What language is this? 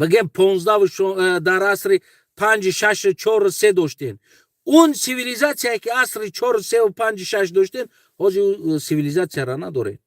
Tajik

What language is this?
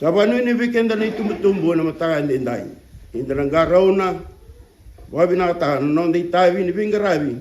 Fijian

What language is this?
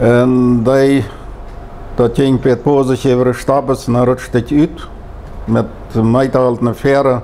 Plautdietsch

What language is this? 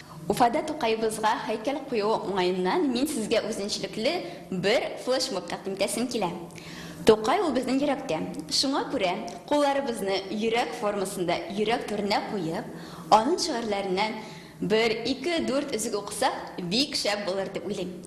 Tatar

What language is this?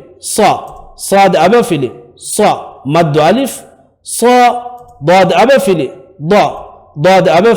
Divehi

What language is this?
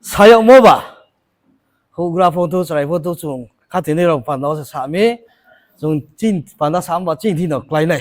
Riang (India)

